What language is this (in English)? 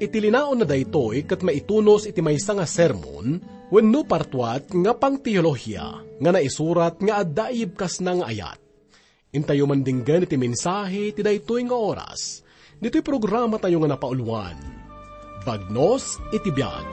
Iloko